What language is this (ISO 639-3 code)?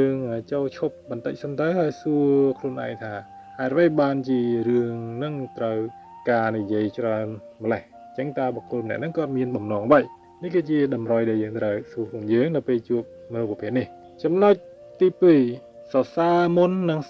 khm